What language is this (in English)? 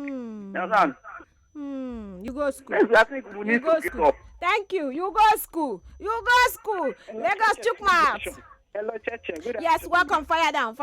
Nigerian Pidgin